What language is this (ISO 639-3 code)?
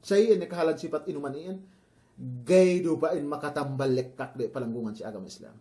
yka